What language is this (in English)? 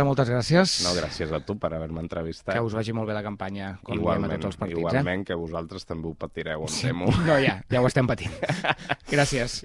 Catalan